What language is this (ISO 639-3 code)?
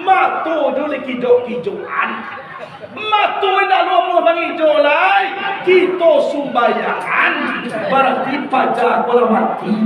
min